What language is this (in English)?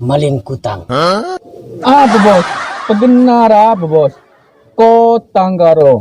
Madurese